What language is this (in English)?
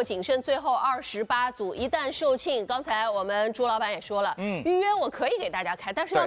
Chinese